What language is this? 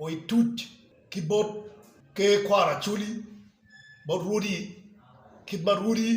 Acoli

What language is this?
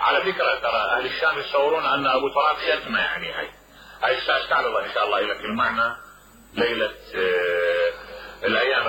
Mesopotamian Arabic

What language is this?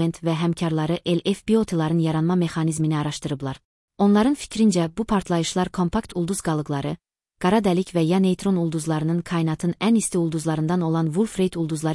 Azerbaijani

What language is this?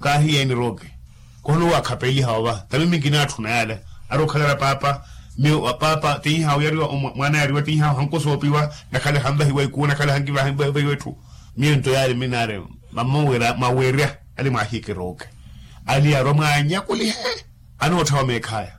Makhuwa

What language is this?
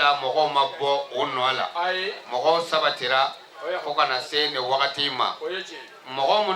Bambara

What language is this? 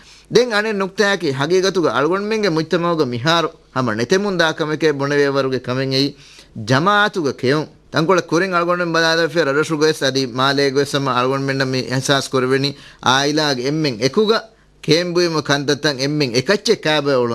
Divehi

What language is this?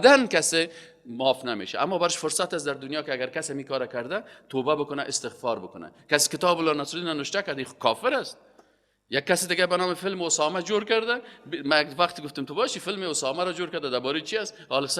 Persian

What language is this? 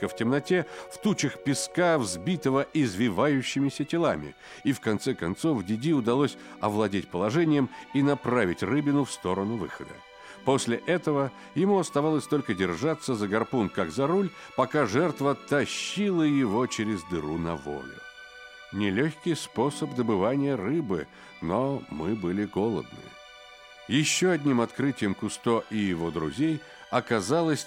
Russian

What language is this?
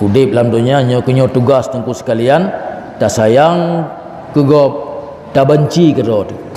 Achinese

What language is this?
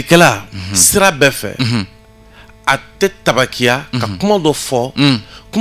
Bambara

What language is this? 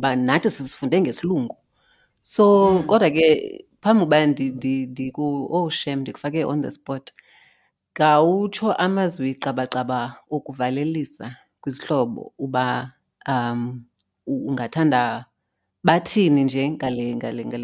Xhosa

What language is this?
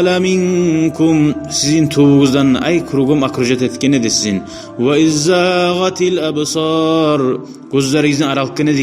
Kumyk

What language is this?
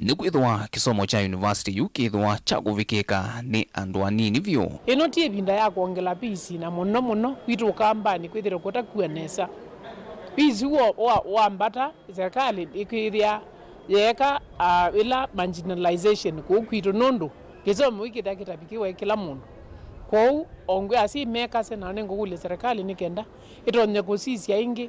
Kamba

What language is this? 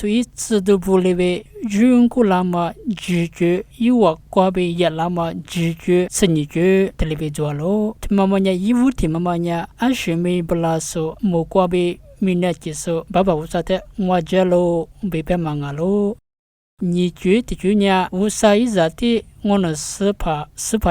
Lisu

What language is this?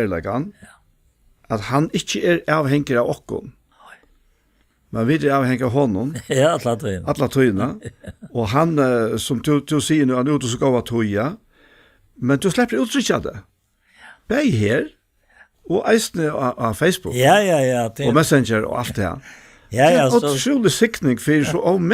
Faroese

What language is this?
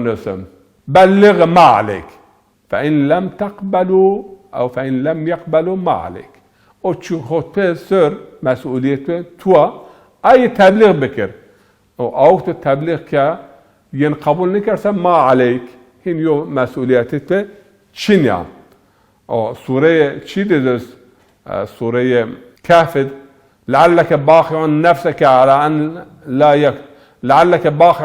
Zaza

